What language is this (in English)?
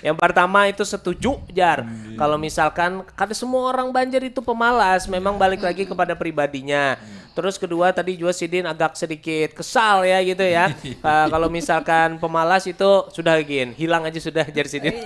Banjar